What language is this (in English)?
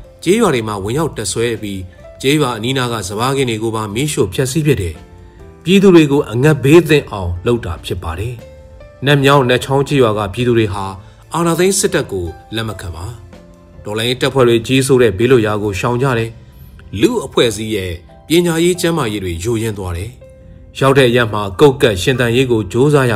Burmese